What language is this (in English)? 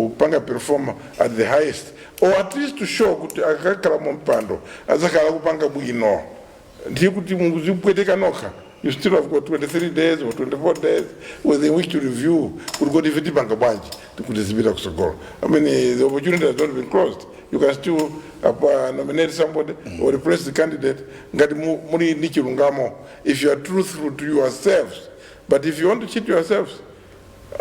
Nyanja